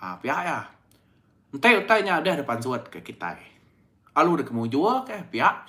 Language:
Iban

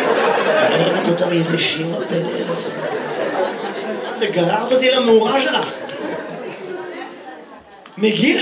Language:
Hebrew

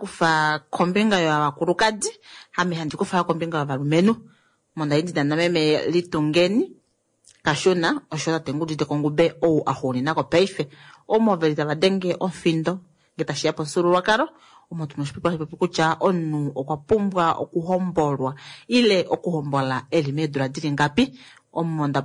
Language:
Kuanyama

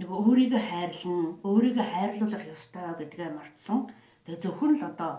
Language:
Mongolian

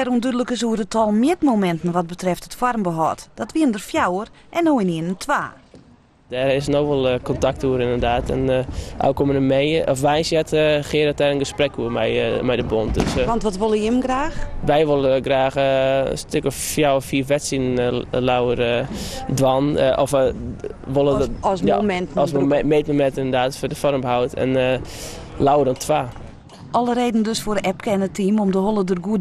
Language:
Western Frisian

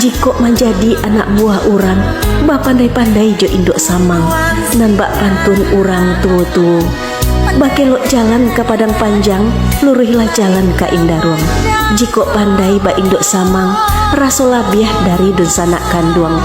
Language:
Minangkabau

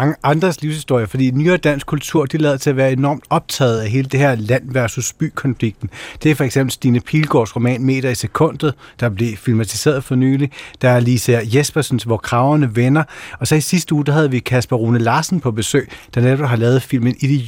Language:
Danish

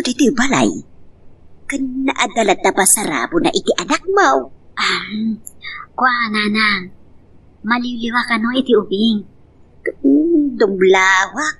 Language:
Iloko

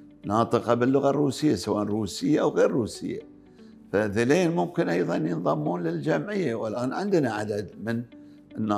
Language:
Arabic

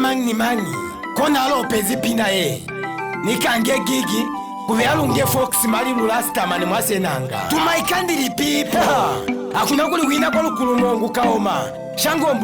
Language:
Lozi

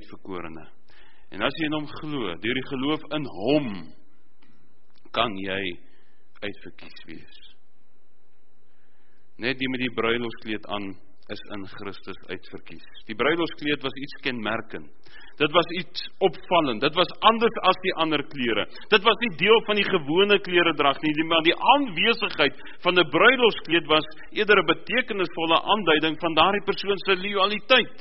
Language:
Afrikaans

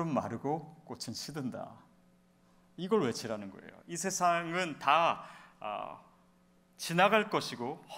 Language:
Korean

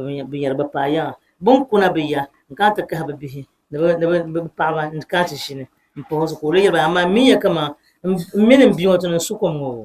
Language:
Dagbani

